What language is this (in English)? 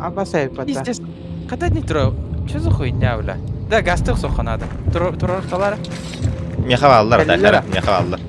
Yakut